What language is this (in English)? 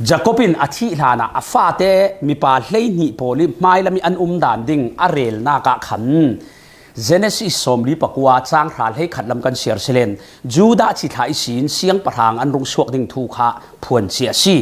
Falam Chin